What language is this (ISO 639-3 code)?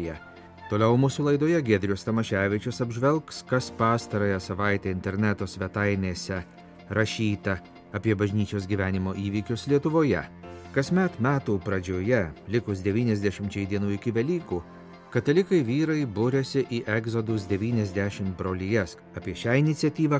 lit